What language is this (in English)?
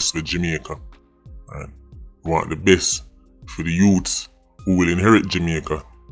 Jamaican Creole English